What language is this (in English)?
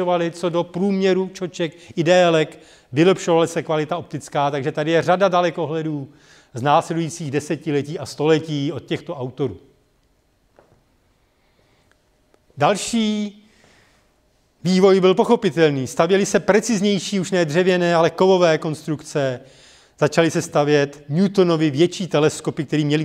Czech